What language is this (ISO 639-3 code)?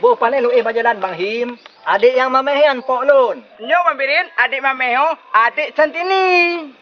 ace